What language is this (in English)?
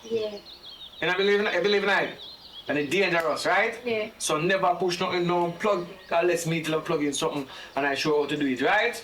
Jamaican Creole English